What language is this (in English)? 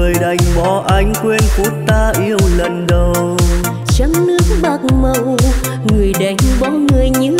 Vietnamese